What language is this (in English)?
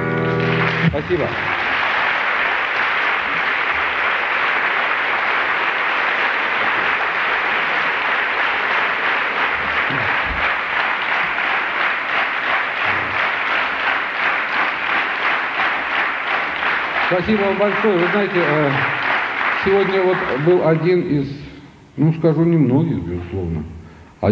Russian